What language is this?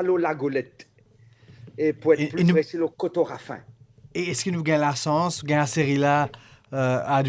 Morisyen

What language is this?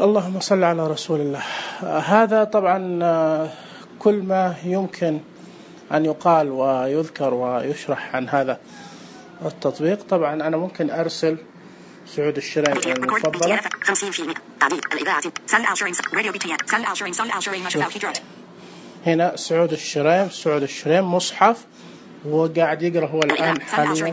Najdi Arabic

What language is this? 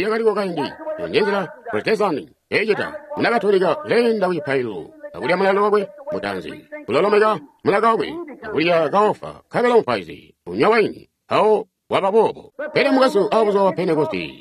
Tonga (Zambia)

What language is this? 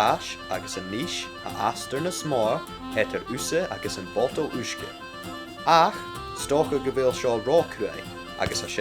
Scottish Gaelic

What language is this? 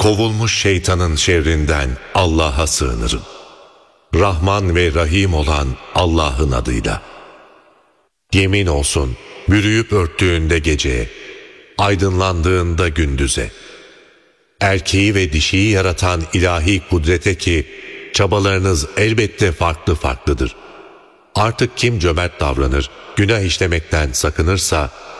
Turkish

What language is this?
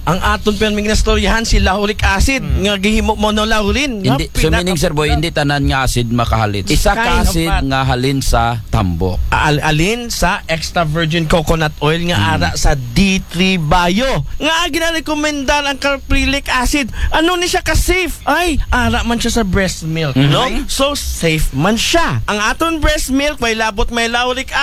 Aklanon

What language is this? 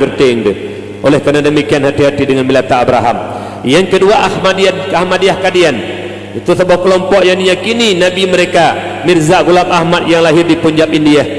Achinese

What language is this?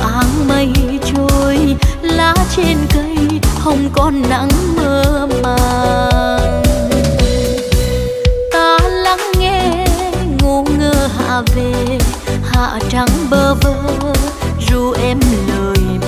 Vietnamese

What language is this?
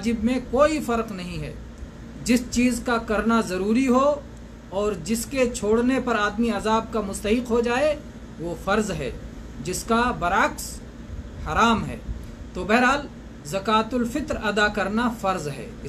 Urdu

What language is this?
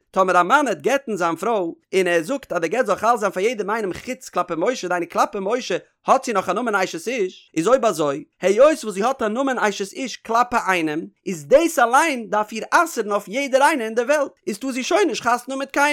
Yiddish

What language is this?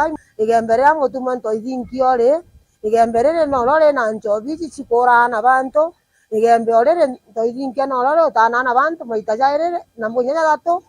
Meru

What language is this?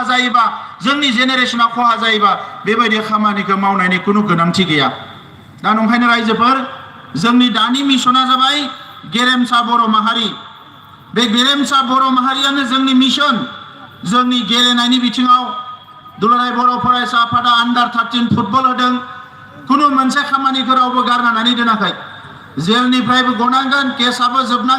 Bodo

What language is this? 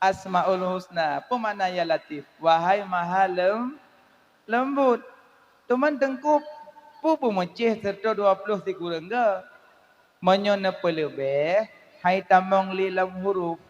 Achinese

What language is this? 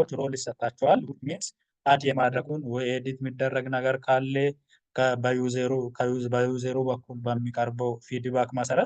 Amharic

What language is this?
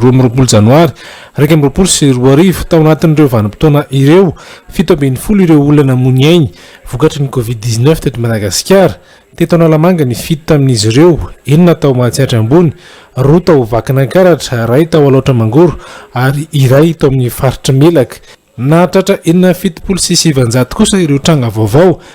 Malagasy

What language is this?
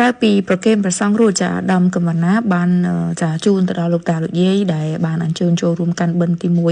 Khmer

